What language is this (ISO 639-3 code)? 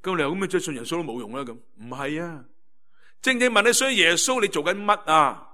yue